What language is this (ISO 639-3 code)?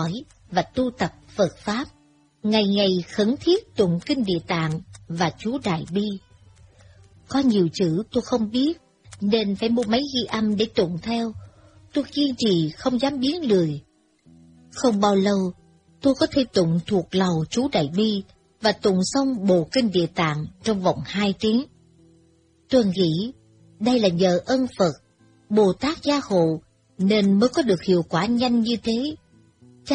vie